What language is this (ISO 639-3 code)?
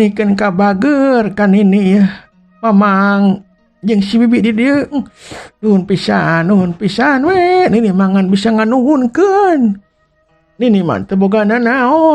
sun